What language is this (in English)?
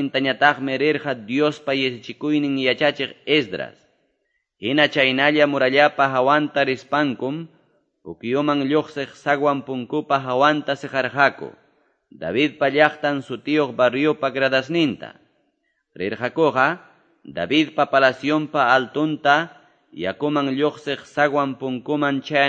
Quechua